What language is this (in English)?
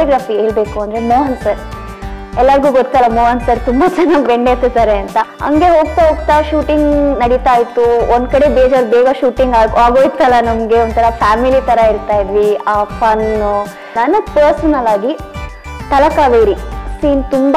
Kannada